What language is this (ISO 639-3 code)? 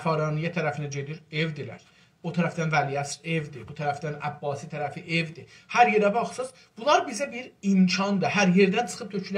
azb